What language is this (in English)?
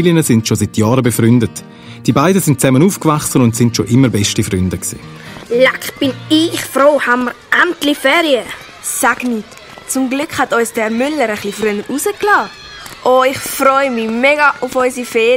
Swiss German